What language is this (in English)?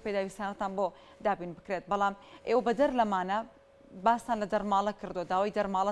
Central Kurdish